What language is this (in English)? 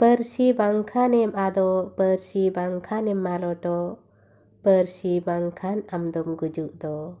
Santali